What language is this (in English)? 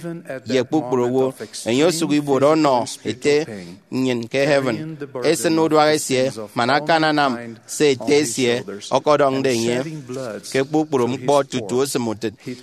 Efik